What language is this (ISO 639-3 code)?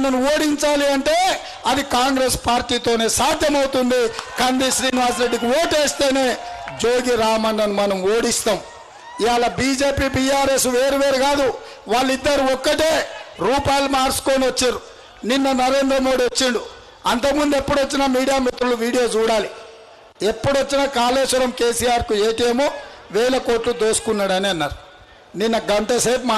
tel